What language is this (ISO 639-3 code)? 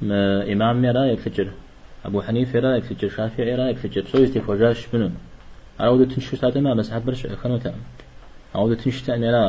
kbd